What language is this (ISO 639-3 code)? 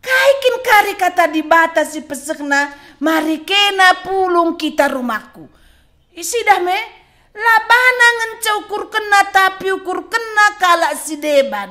btx